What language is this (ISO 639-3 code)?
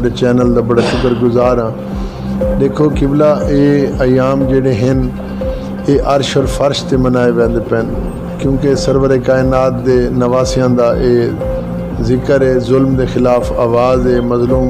skr